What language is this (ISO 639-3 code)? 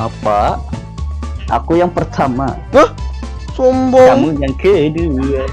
bjn